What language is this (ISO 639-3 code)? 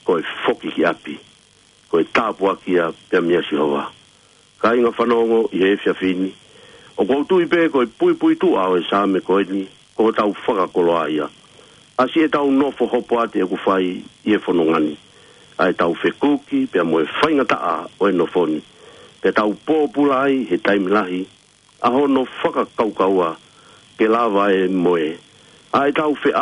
ton